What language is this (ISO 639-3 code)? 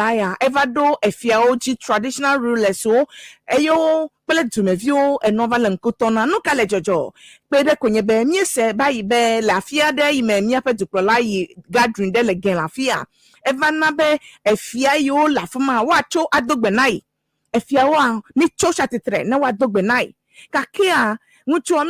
ewe